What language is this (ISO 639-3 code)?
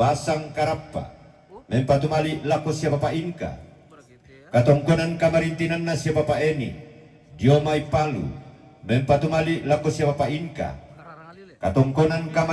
sda